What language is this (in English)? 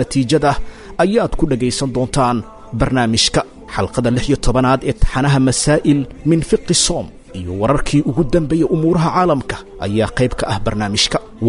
Somali